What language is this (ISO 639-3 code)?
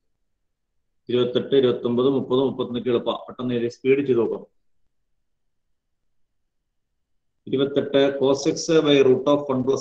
mal